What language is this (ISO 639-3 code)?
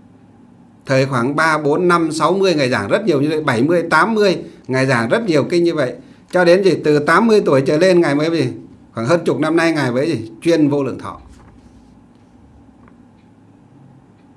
vie